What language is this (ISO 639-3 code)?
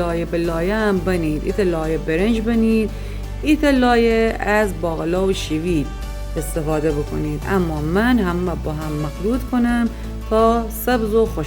glk